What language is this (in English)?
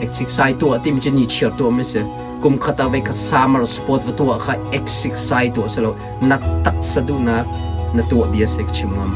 Hakha Chin